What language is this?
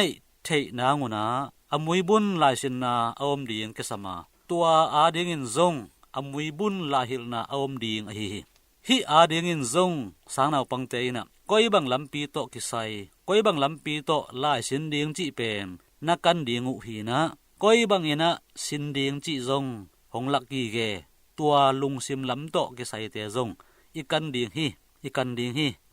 Tedim Chin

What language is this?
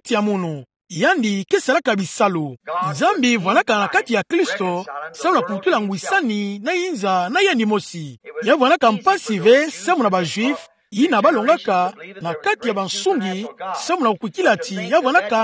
Kituba (Democratic Republic of Congo)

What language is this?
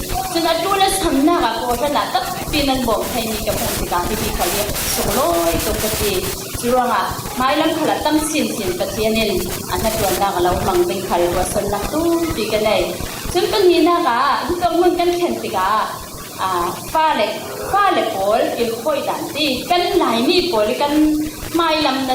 Falam Chin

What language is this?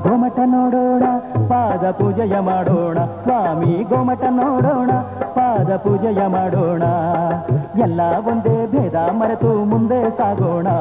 Kannada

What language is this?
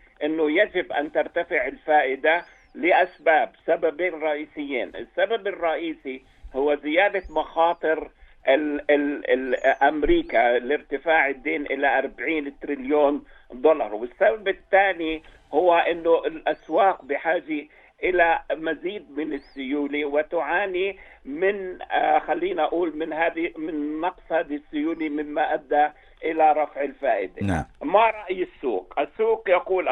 North Levantine Arabic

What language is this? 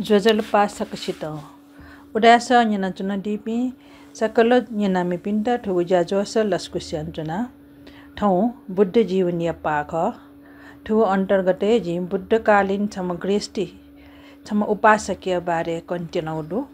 Newari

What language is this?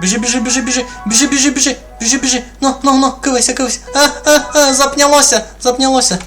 Rusyn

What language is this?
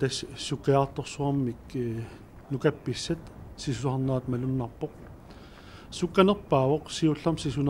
Kalaallisut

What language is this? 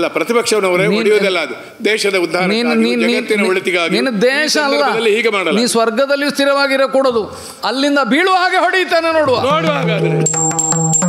Kannada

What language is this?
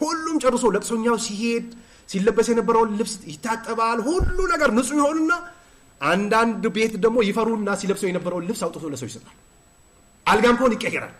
Amharic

